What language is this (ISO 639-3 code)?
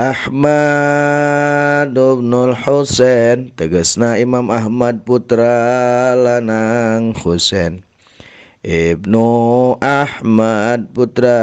sun